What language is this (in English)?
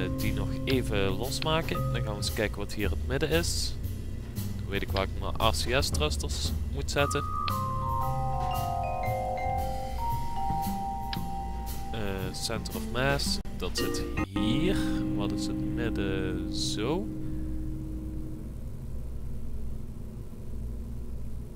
Dutch